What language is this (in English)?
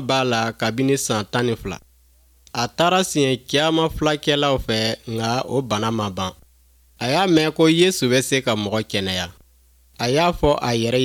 Bambara